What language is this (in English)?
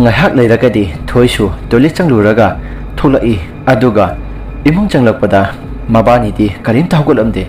Manipuri